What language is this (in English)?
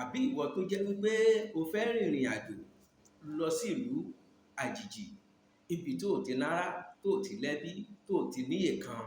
Yoruba